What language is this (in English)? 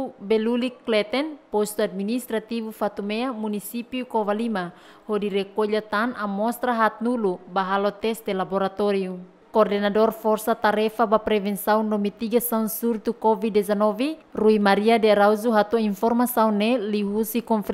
Tetum